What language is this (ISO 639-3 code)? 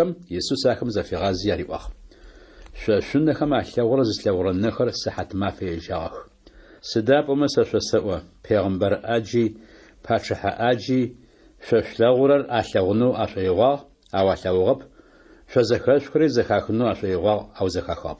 ady